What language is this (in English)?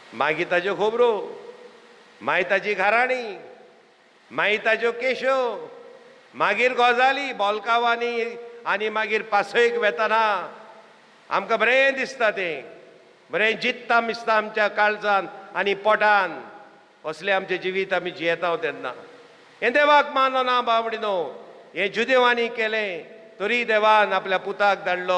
Konkani